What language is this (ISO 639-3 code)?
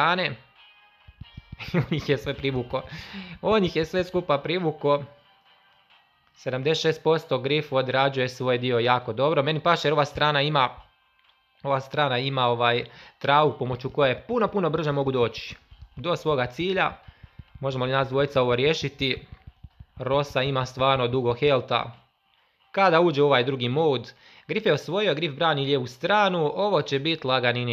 hrv